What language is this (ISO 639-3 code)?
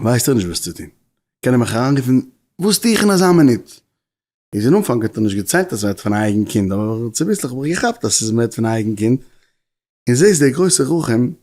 yid